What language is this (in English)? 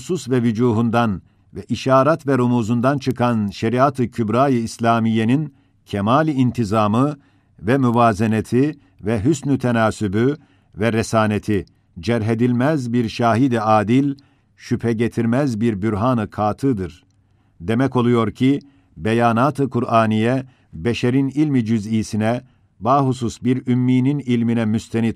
Ottoman Turkish